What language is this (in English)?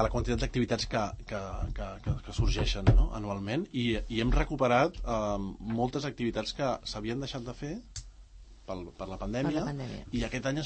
Catalan